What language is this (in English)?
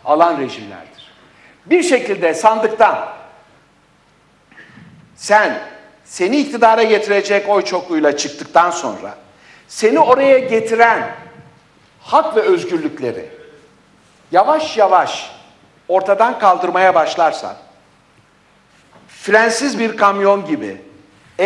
Turkish